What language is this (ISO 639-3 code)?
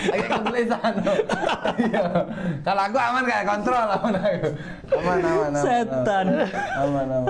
mui